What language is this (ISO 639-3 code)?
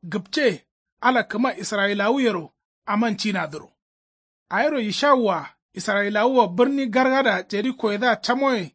kau